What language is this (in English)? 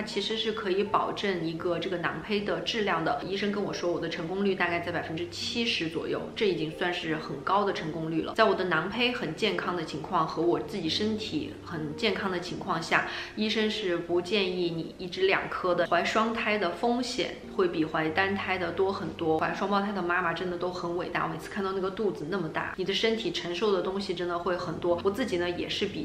Chinese